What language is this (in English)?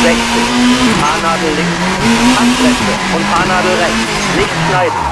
Bavarian